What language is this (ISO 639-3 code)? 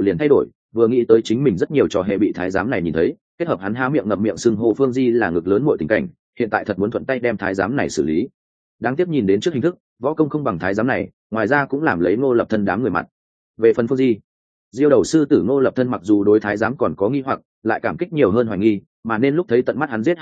vie